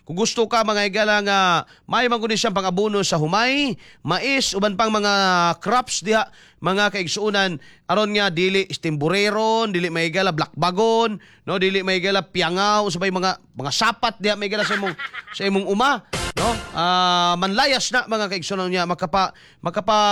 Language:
Cebuano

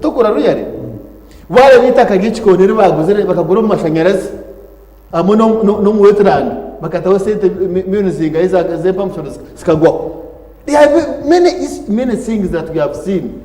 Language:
Nyankole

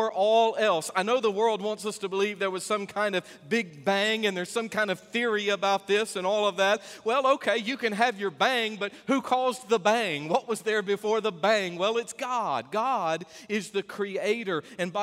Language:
English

